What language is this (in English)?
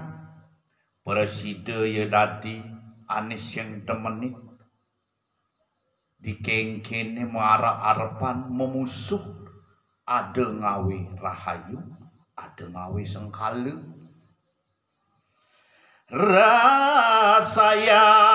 Balinese